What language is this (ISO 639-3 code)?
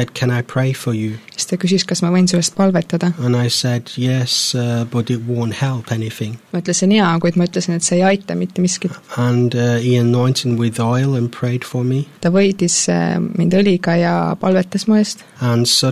est